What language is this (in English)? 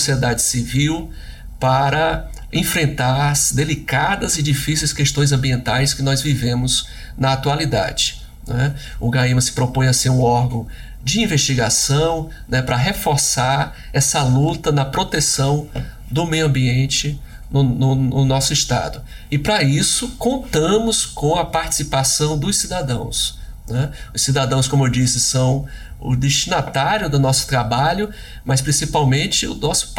Portuguese